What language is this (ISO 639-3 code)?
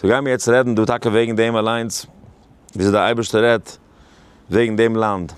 yid